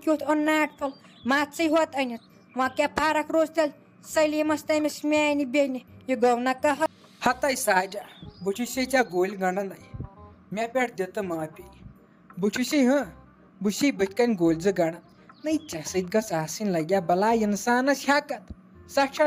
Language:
Kashmiri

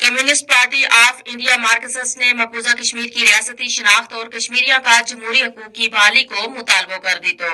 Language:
Gujari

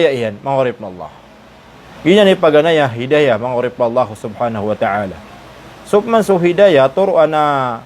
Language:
Maranao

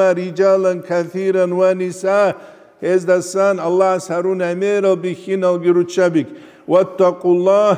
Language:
Avaric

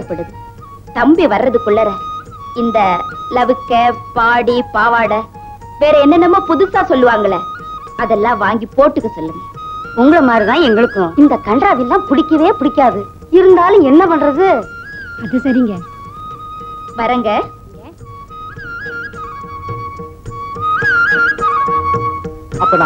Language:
Tamil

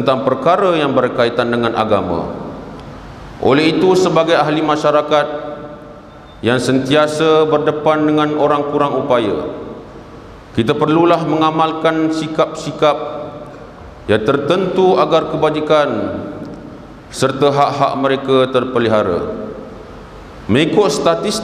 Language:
Malay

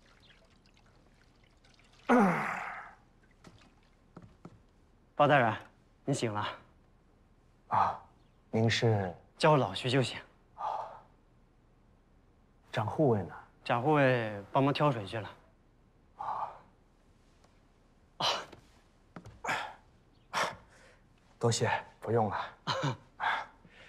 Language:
Chinese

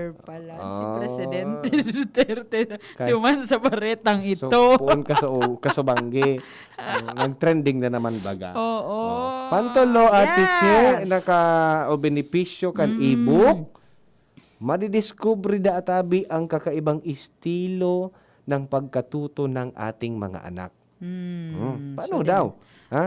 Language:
Bikol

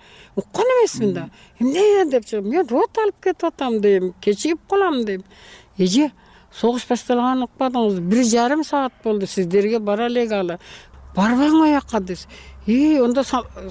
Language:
Kyrgyz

